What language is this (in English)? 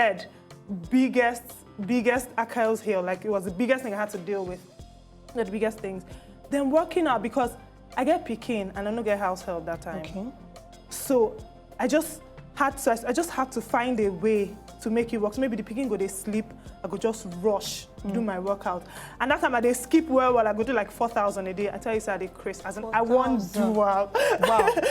Nigerian Pidgin